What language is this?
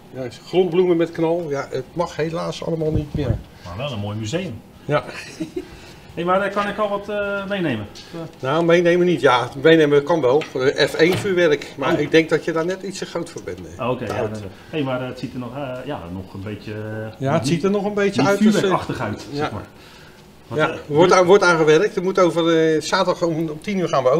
Dutch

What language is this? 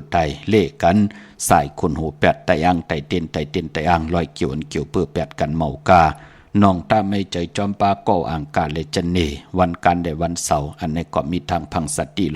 Shan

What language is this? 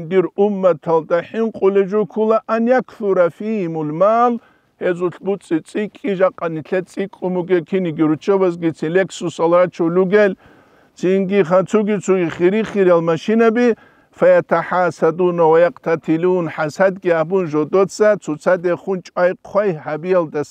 Avaric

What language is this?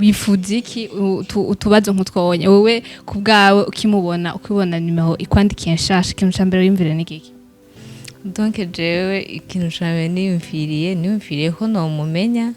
Rundi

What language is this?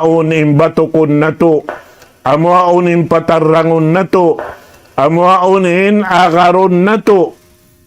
Tausug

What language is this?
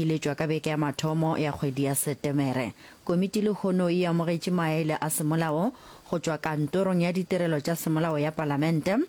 Northern Sotho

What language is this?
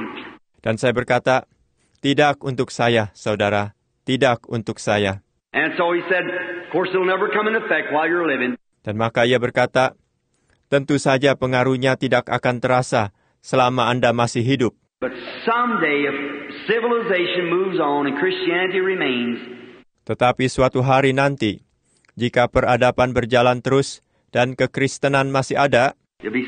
Indonesian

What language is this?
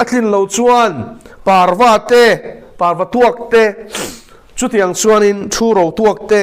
Mizo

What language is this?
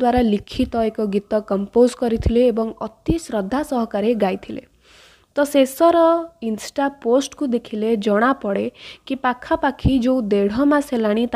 Odia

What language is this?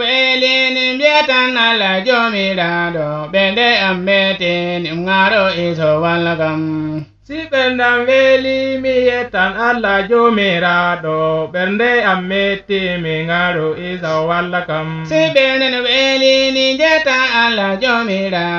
Nigerian Fulfulde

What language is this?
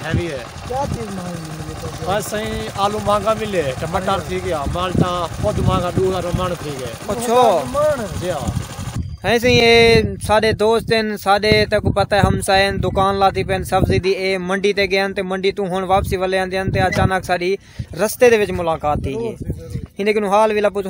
Saraiki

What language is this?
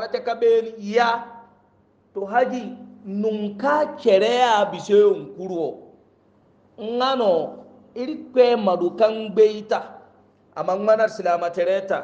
Hausa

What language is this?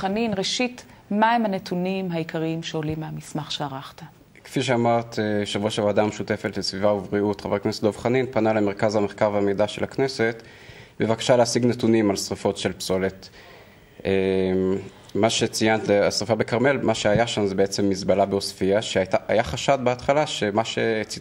Hebrew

